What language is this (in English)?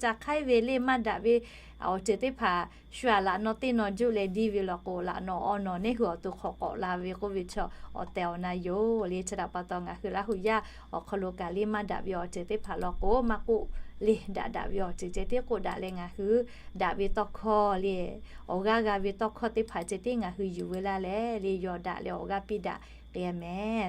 Lahu